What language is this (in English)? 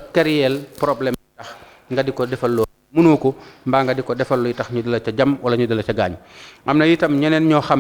Wolof